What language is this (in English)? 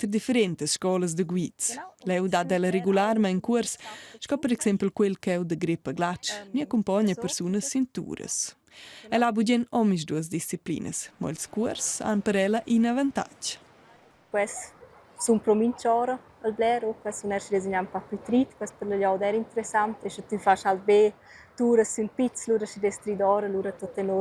Romansh